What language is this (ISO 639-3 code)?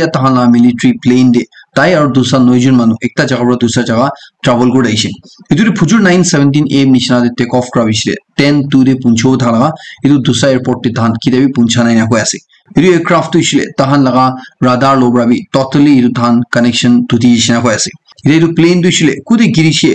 nag